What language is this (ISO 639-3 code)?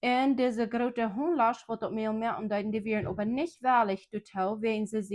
pdt